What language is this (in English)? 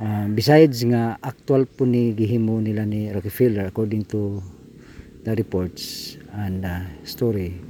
Cebuano